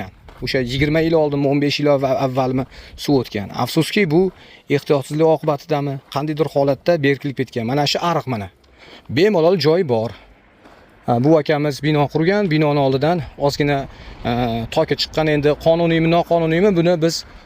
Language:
Uzbek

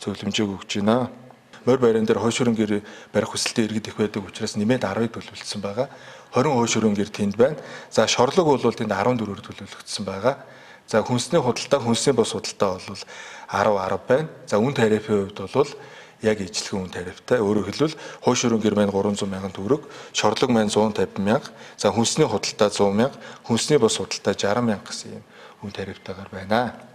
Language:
Mongolian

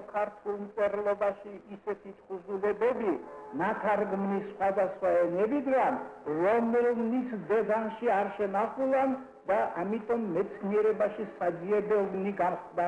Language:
Georgian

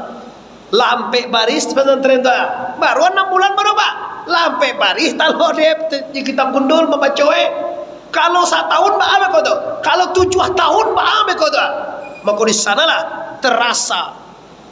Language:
Minangkabau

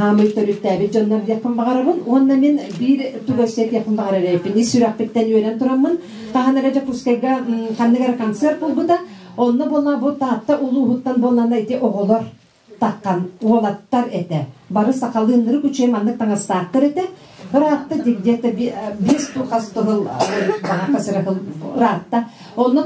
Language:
Yakut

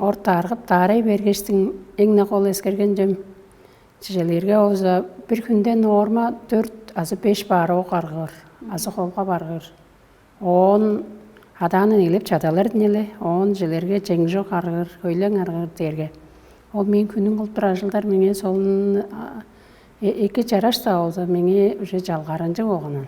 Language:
Tuvinian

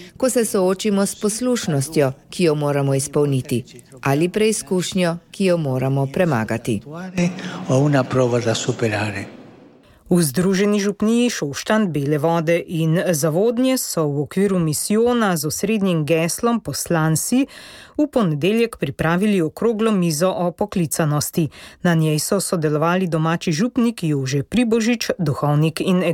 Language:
Slovenian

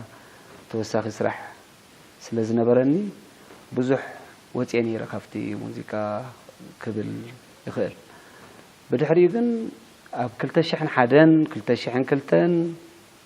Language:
Tigrinya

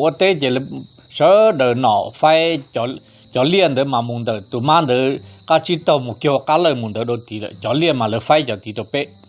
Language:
Hmong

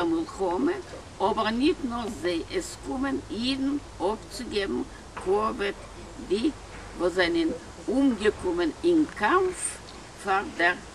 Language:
Yiddish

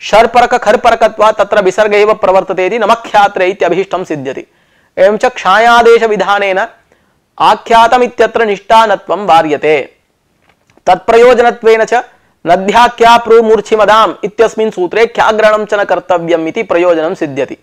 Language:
Sanskrit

